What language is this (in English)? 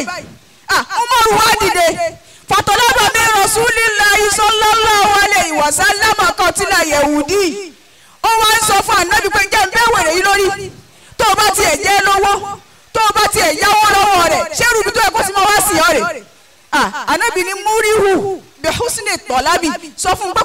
Yoruba